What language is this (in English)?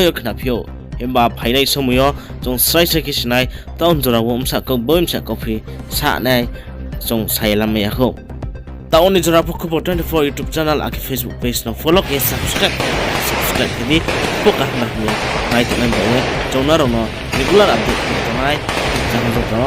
Riang (India)